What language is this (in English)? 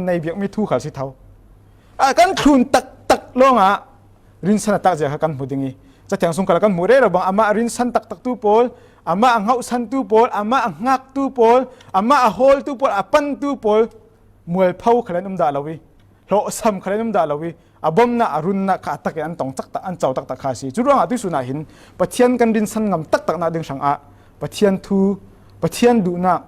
Falam Chin